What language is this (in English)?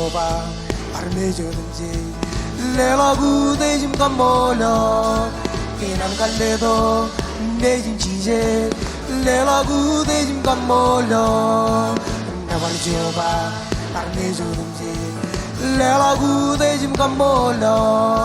Marshallese